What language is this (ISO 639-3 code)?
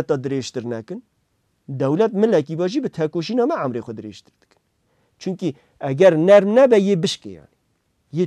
kur